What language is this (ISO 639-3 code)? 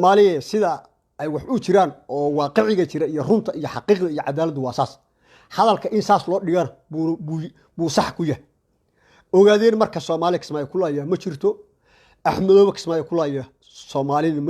som